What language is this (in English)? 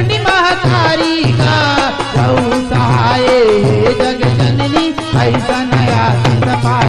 Chhattisgarhi